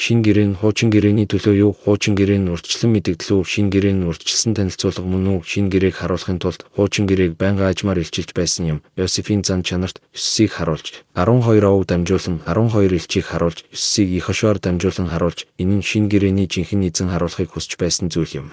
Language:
Mongolian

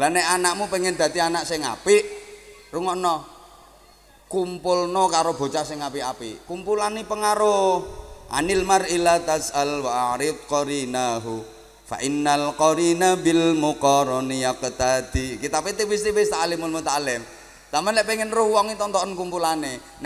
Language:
Javanese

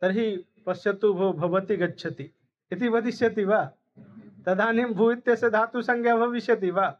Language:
Sanskrit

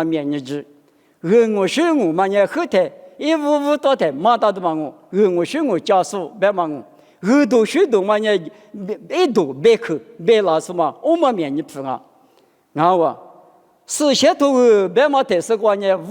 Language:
Lisu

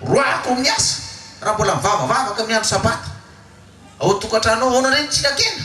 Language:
Malagasy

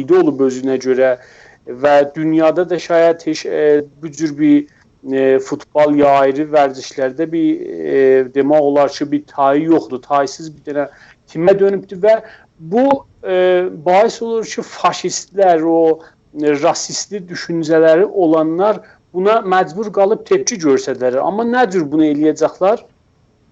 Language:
South Azerbaijani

